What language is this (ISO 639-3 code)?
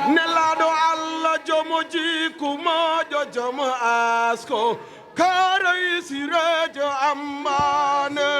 ful